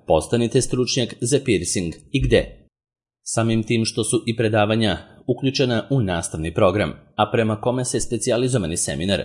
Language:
Serbian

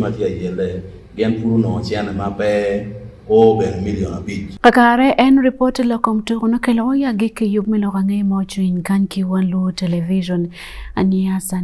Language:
Acoli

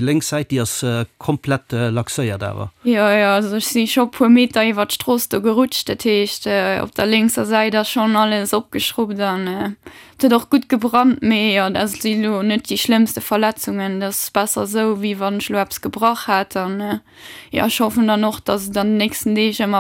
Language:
Luxembourgish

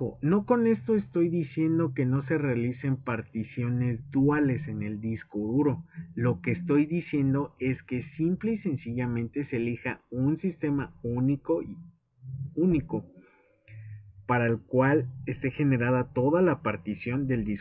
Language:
Spanish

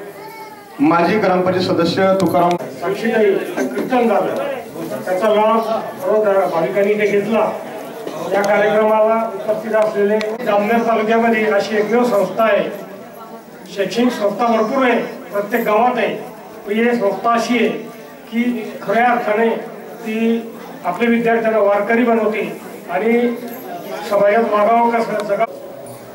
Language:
Marathi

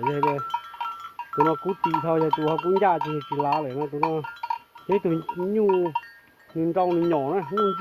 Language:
Hmong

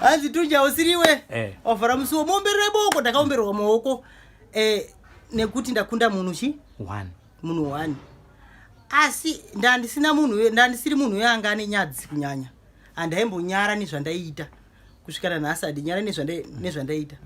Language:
Shona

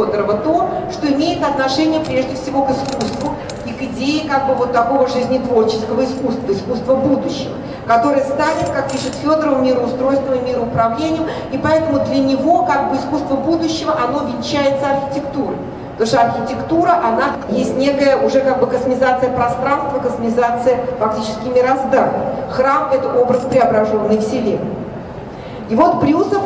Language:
Russian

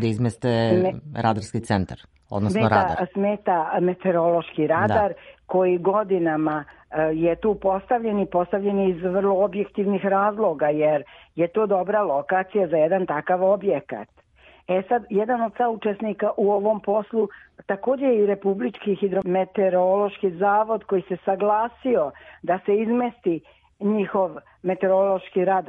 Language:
Serbian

